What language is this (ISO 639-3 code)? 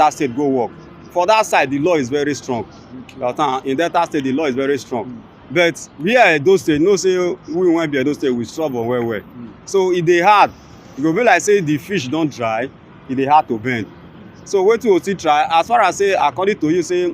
pcm